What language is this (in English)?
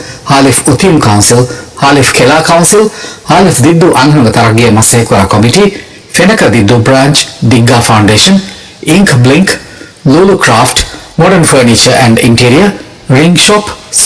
Divehi